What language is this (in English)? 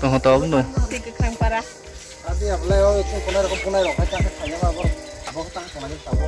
Kok Borok